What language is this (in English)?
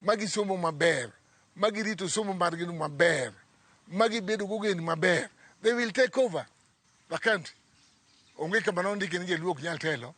Luo (Kenya and Tanzania)